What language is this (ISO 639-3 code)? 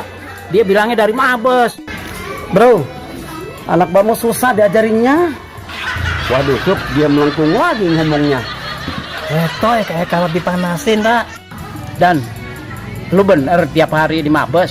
bew